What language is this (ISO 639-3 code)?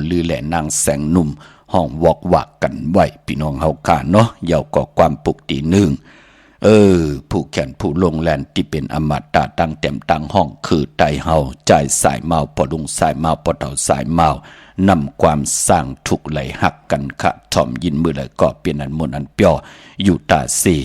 shn